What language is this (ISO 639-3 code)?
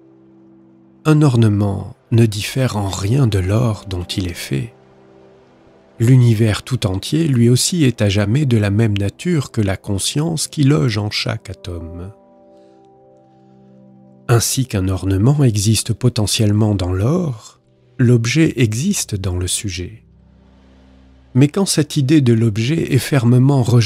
fra